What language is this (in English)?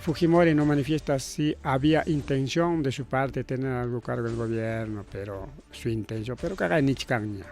Ayacucho Quechua